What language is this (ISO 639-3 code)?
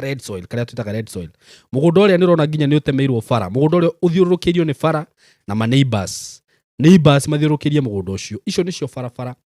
kik